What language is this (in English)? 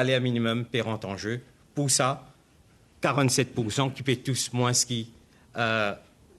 Morisyen